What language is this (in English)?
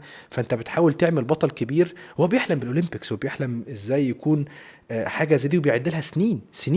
Egyptian Arabic